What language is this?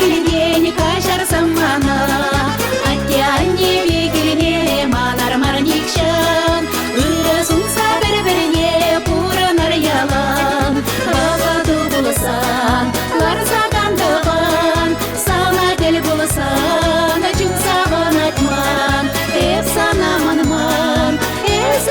Chuvash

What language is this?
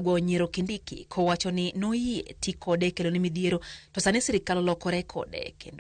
Luo (Kenya and Tanzania)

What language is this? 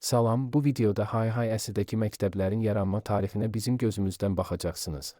Azerbaijani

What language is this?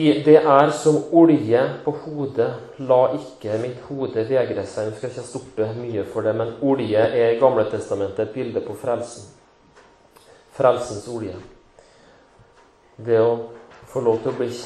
Norwegian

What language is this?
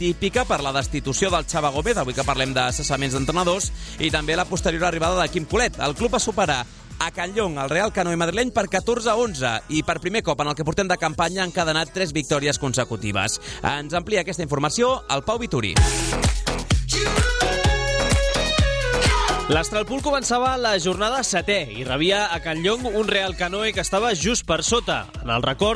Catalan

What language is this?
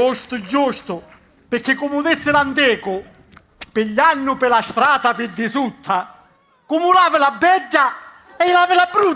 Sicilian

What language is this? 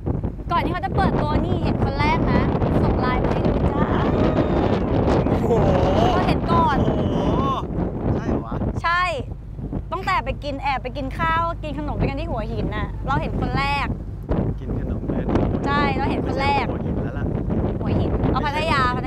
Thai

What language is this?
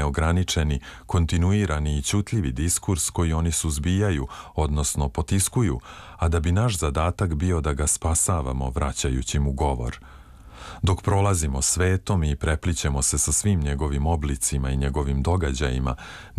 Serbian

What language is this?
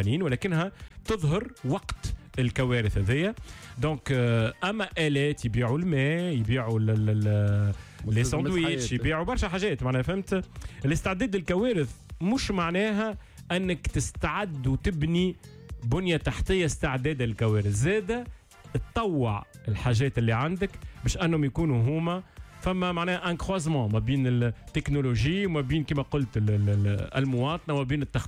Tunisian Arabic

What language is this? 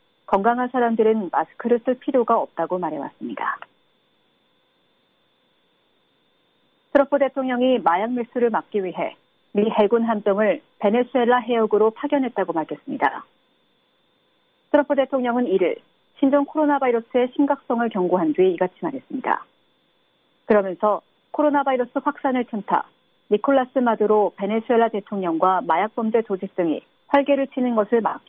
Korean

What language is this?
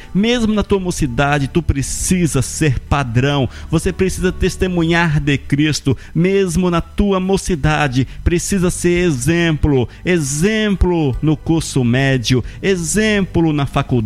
Portuguese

